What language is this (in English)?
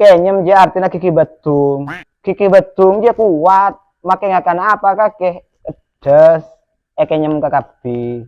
Madurese